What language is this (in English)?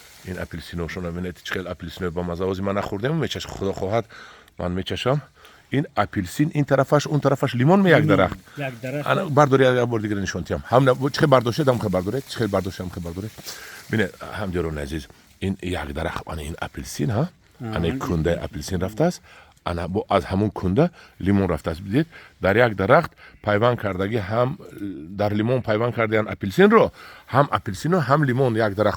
Tajik